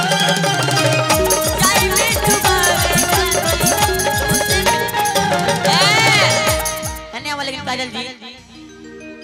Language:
Bhojpuri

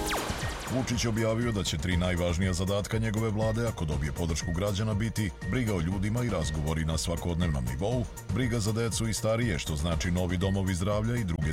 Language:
Serbian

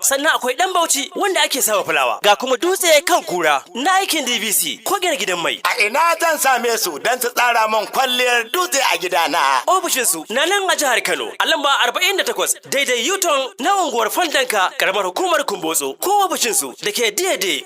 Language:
Hausa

